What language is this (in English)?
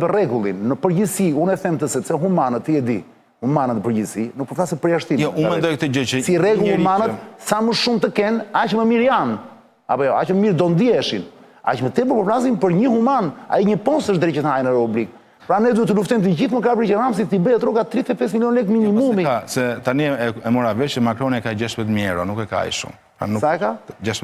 Albanian